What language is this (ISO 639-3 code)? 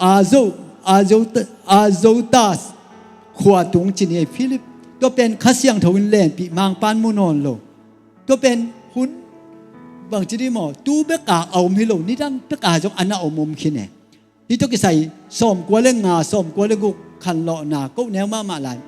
ctd